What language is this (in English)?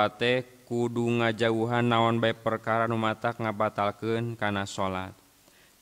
Sundanese